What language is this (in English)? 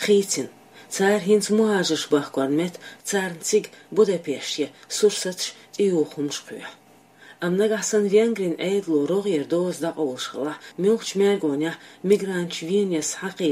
Chechen